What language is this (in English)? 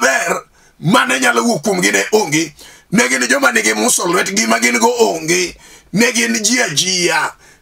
Luo (Kenya and Tanzania)